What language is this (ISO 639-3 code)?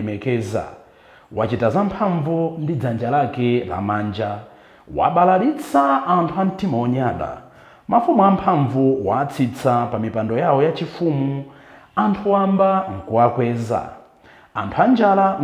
nya